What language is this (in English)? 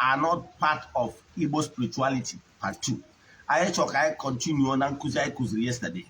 Igbo